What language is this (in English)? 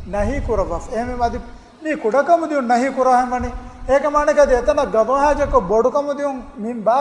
Divehi